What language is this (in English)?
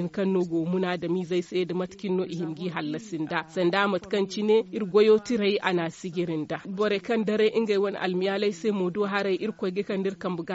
Zarma